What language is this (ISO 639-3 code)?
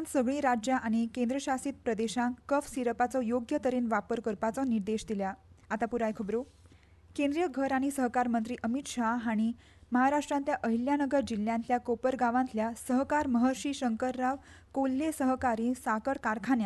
kok